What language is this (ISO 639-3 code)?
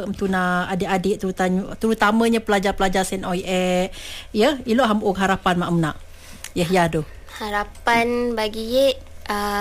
msa